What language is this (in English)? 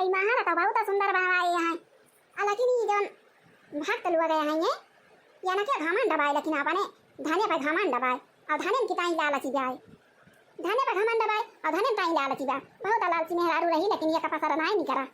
Awadhi